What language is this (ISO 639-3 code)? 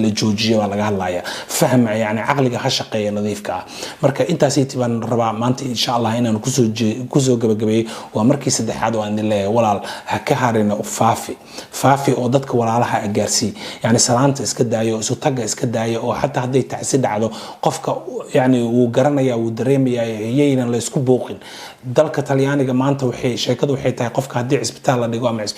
som